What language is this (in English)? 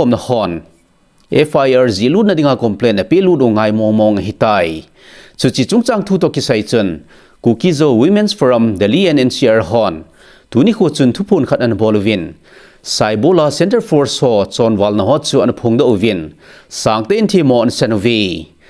Thado Chin